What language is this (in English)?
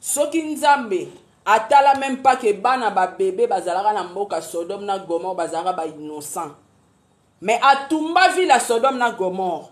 Lingala